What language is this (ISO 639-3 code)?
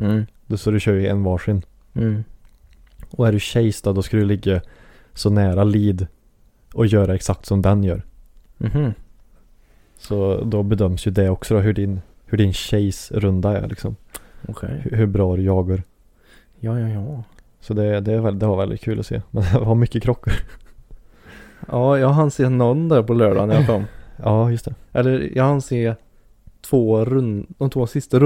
swe